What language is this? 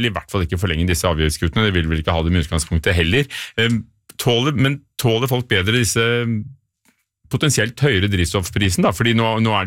Norwegian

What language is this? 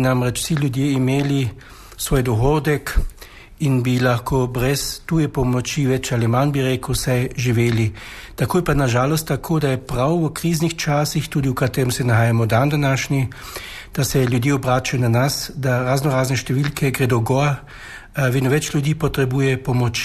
Slovenian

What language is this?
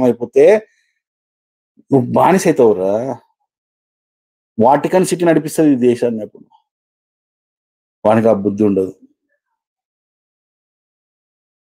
Telugu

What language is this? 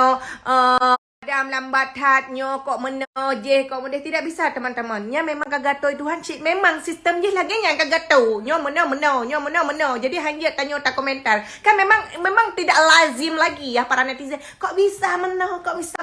Achinese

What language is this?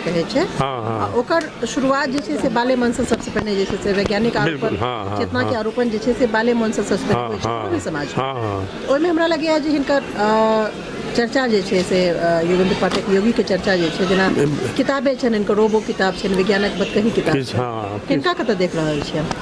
Maithili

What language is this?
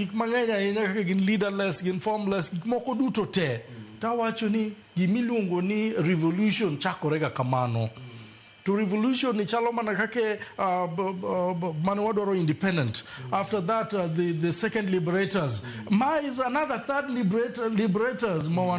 Luo (Kenya and Tanzania)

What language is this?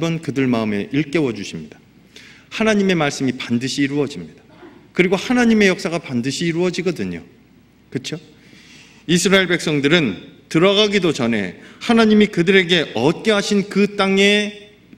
Korean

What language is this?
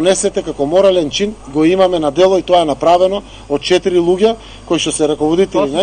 Macedonian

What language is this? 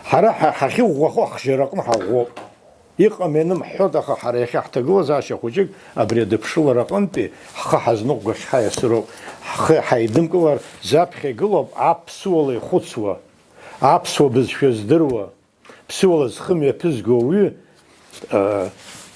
Abkhazian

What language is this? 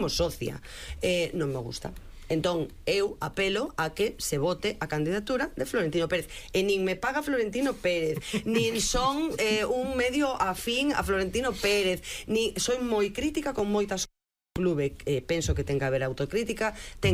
Galician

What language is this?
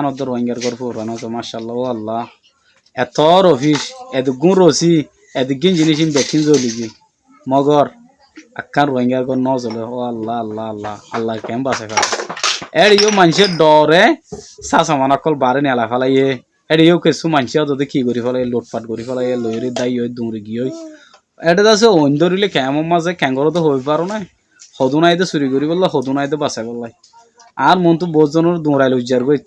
Rohingya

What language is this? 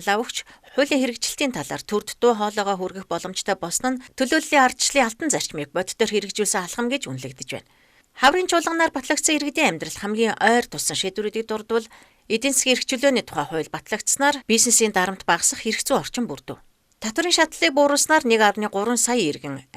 Mongolian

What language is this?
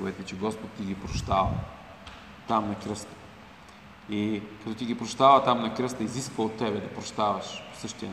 Bulgarian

